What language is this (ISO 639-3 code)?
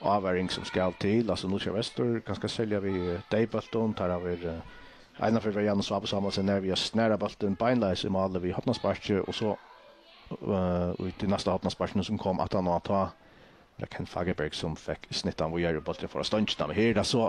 fao